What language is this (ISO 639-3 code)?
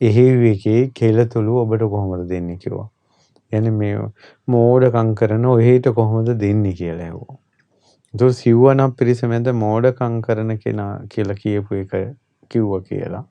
sin